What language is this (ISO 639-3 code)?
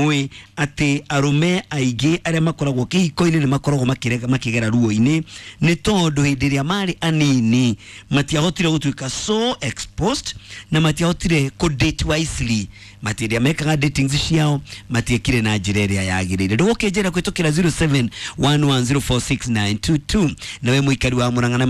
kik